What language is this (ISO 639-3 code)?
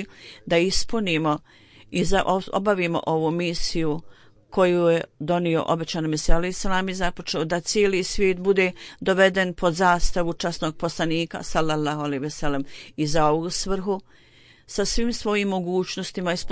bos